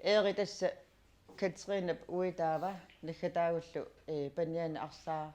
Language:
Kalaallisut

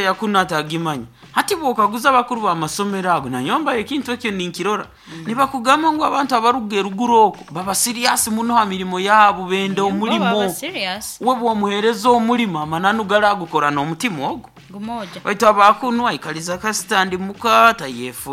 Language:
Nyoro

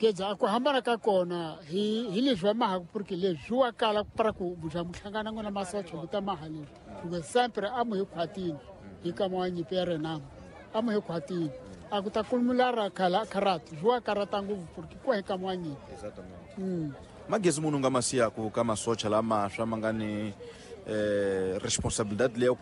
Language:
Tsonga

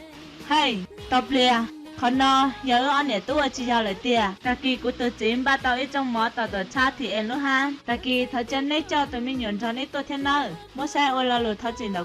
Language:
Hmong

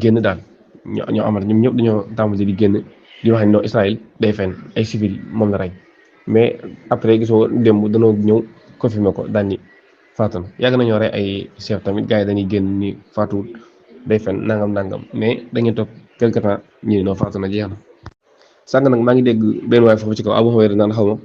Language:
Wolof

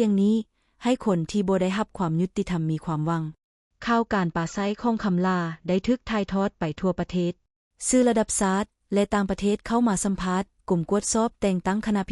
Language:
Lao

